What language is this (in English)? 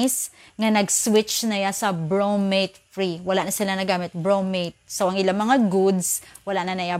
Hiligaynon